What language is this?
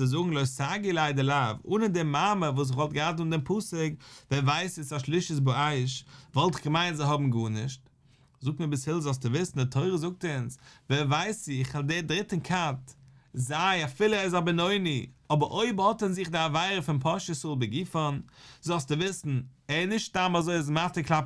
Yiddish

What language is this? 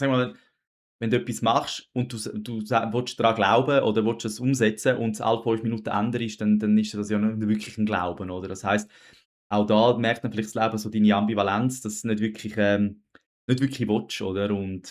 Swiss German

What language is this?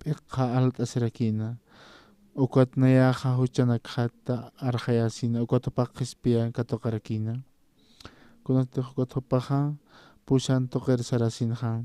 Aymara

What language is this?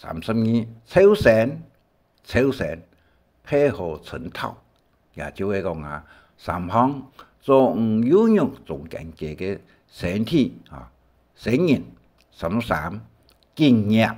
Hakka Chinese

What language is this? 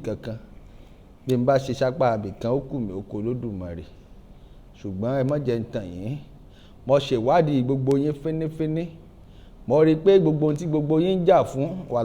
Yoruba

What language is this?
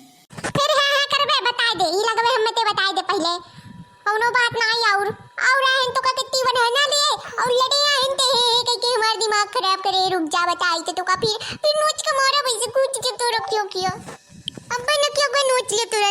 Awadhi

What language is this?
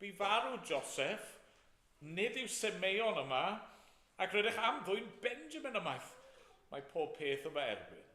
Welsh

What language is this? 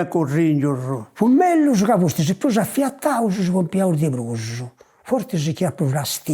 Sardinian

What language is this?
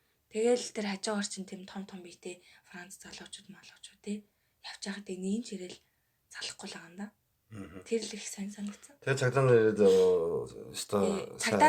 Mongolian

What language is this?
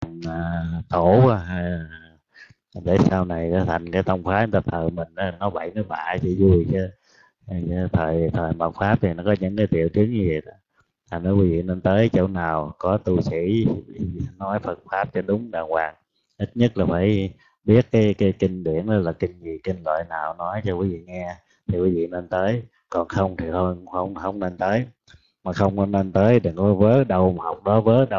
Vietnamese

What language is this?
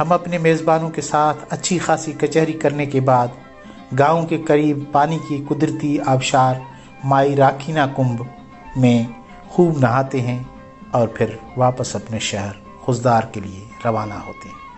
Brahui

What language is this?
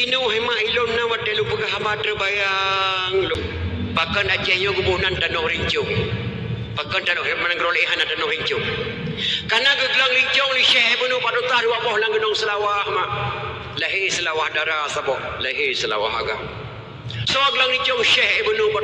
Achinese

